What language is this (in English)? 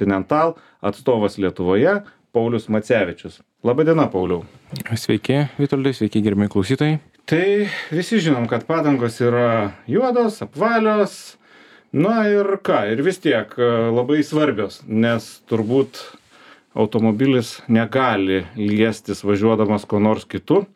Lithuanian